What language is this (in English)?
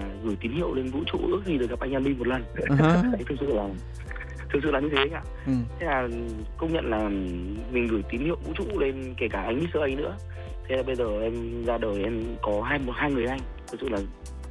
Vietnamese